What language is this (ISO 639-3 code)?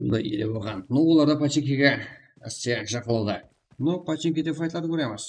kaa